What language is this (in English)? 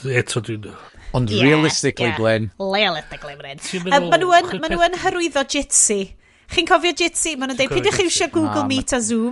Welsh